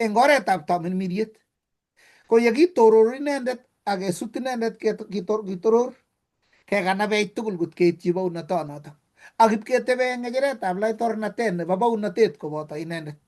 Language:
Kalenjin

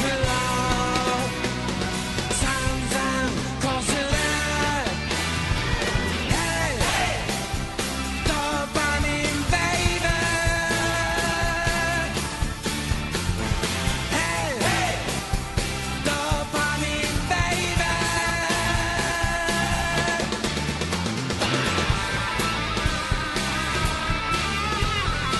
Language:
Japanese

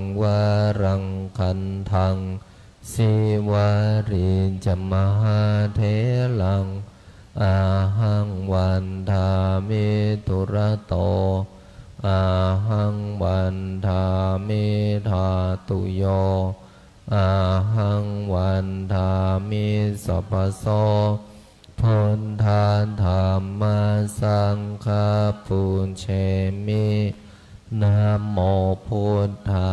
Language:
Pali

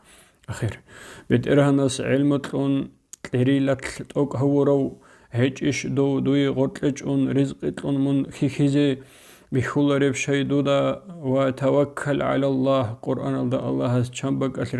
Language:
Avaric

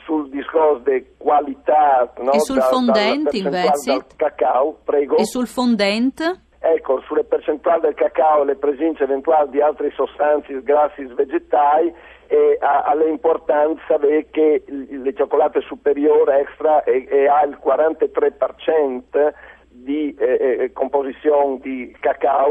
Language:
Friulian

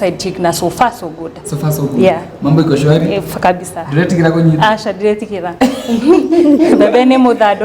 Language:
Kikuyu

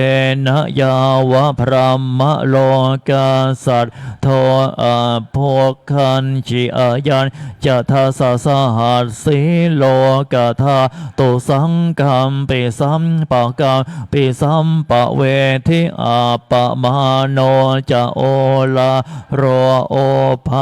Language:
Pali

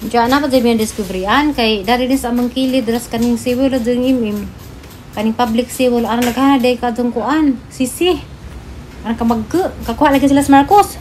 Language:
Cebuano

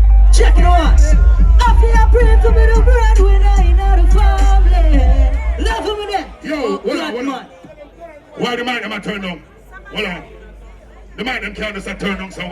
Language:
Jamaican Creole English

